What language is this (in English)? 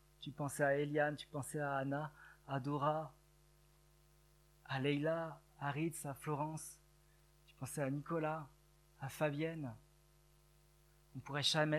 French